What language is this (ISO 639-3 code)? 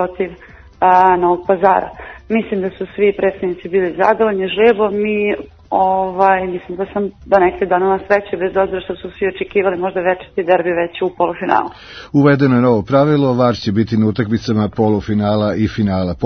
srp